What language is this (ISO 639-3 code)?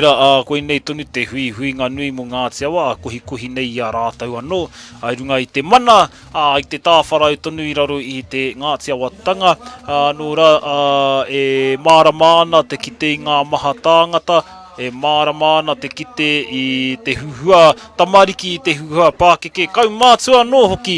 mri